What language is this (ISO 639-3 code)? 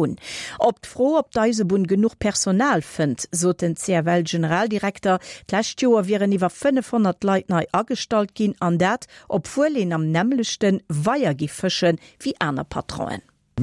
ltz